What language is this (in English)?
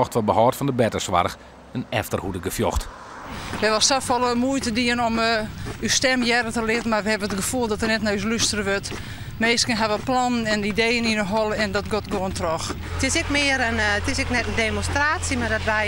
Western Frisian